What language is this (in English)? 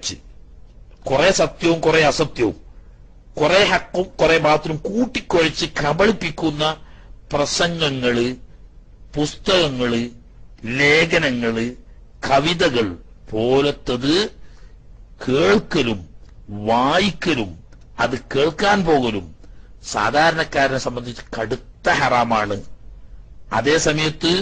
Malayalam